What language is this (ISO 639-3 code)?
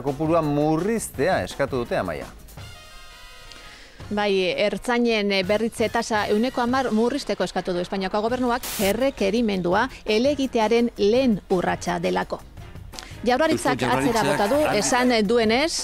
eus